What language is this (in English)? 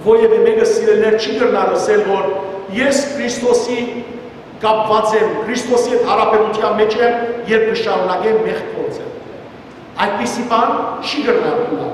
Western Armenian